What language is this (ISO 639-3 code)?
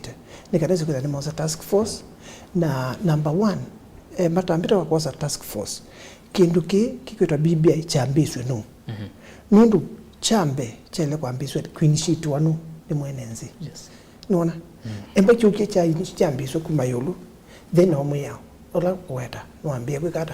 kam